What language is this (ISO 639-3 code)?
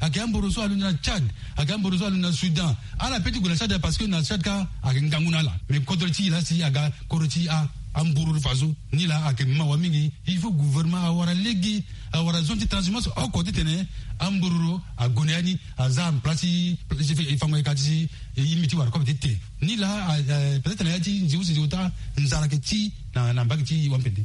sag